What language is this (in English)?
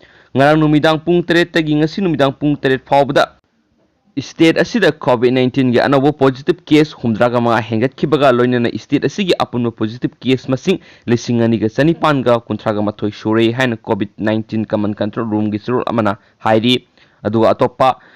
Manipuri